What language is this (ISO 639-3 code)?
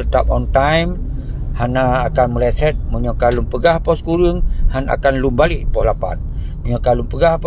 ace